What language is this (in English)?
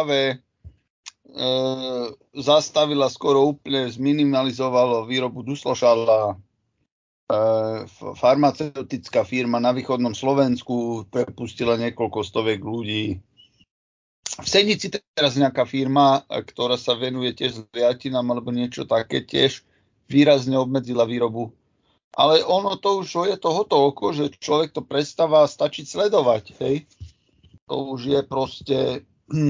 Slovak